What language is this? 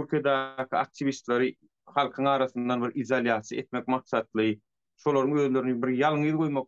Turkmen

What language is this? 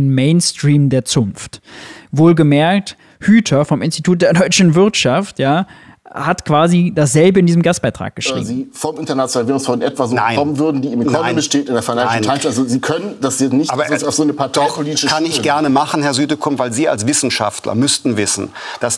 German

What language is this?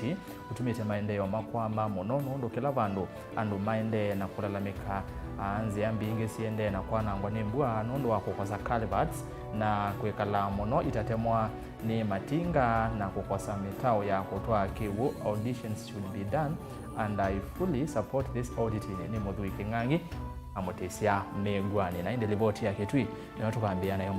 Kamba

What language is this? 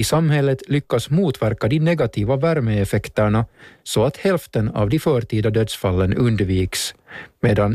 Swedish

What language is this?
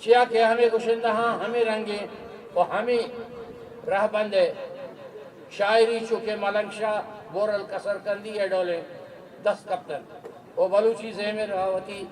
Eastern Balochi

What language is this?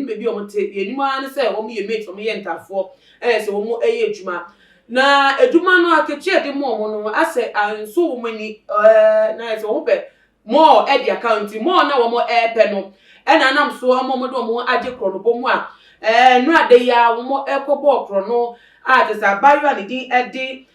Akan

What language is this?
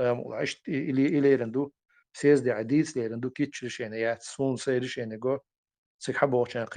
Chechen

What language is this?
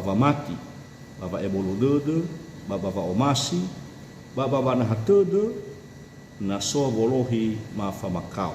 Nias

